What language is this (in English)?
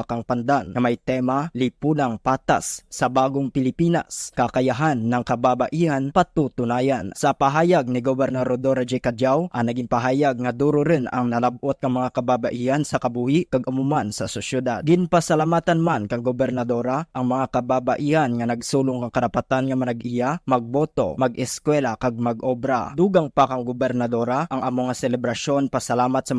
Kinaray-a